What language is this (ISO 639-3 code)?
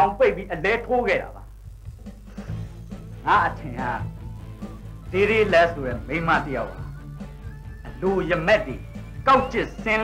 mya